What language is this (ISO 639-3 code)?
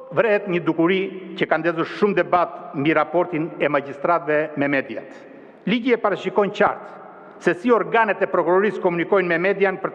sqi